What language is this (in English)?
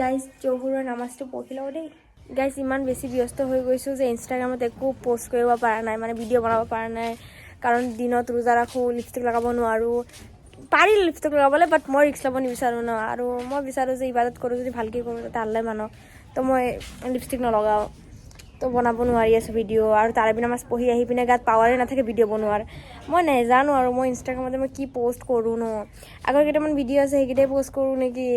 Assamese